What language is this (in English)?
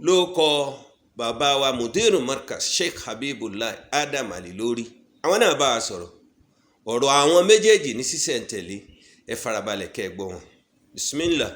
Yoruba